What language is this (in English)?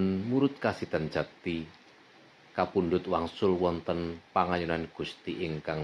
Javanese